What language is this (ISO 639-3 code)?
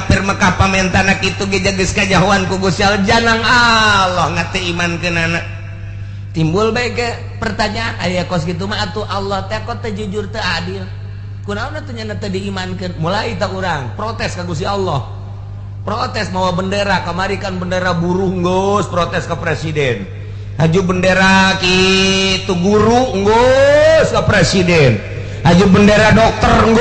sun